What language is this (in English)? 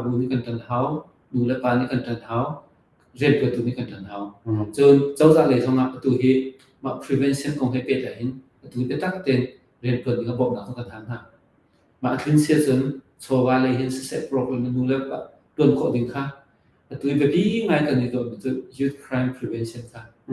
Hakha Chin